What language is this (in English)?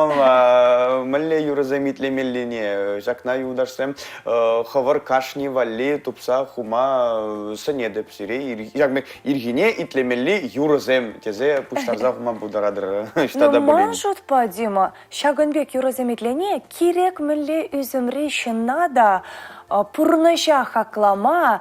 Chuvash